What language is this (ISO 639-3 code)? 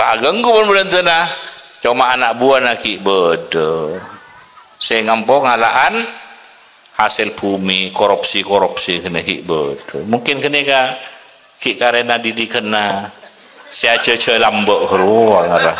mad